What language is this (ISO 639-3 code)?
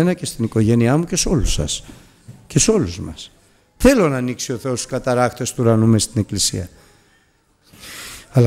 ell